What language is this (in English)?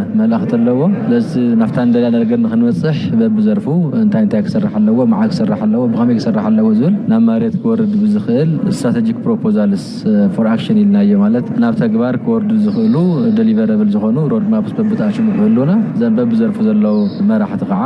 Tigrinya